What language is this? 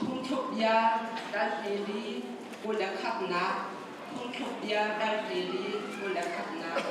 Hakha Chin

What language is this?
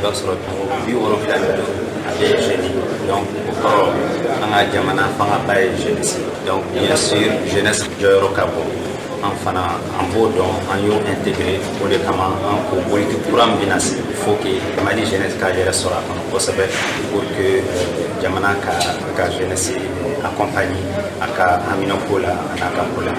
Bambara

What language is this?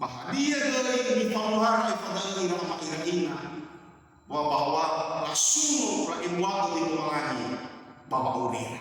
Nias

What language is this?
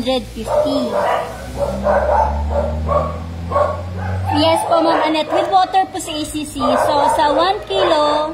Filipino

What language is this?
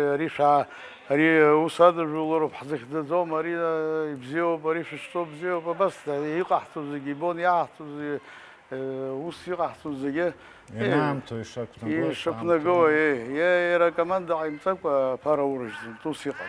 Abkhazian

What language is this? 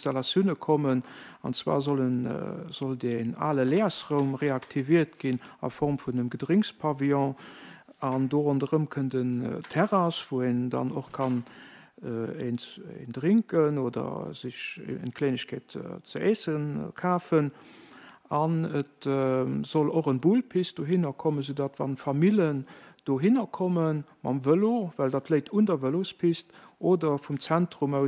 Luxembourgish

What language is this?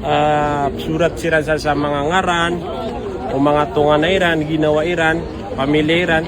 Maranao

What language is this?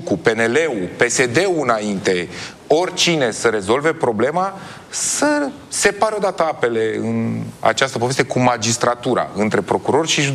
Romanian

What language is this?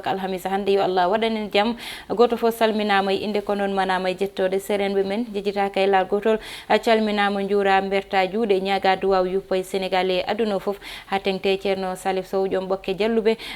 Fula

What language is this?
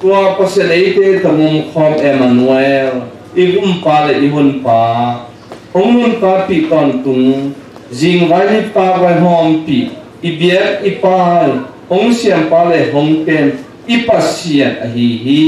Tedim Chin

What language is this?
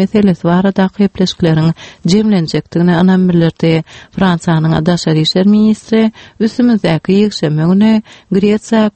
Turkmen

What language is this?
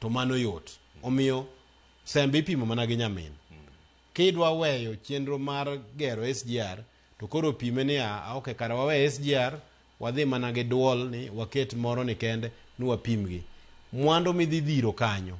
Luo (Kenya and Tanzania)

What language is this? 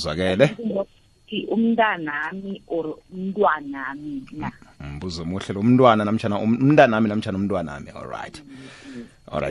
South Ndebele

